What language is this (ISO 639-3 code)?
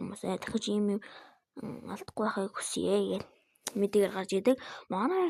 mon